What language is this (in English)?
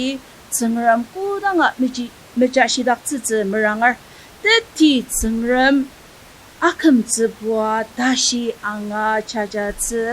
Ao Naga